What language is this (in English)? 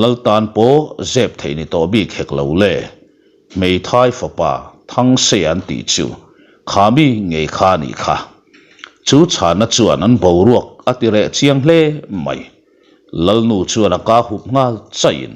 Mizo